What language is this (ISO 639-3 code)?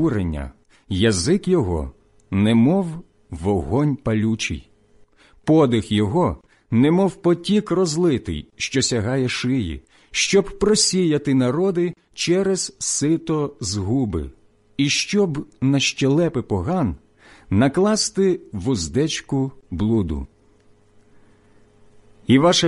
ukr